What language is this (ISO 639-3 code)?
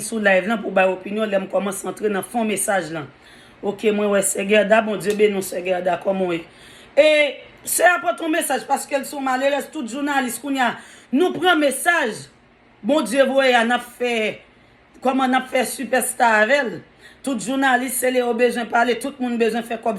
hat